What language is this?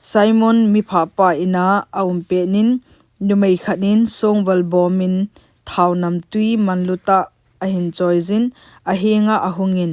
Thado Chin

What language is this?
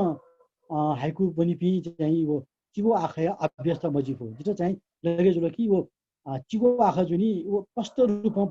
Newari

